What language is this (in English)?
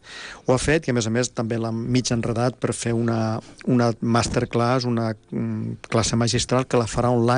Catalan